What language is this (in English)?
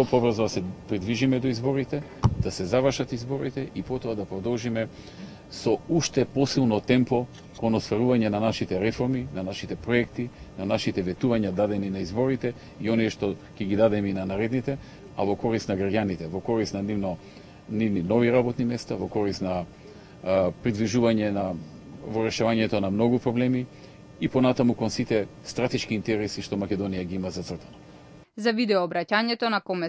Macedonian